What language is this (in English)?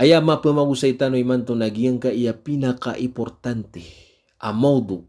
Maranao